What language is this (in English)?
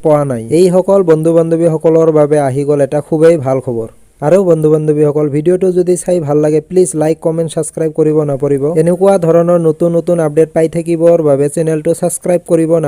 Assamese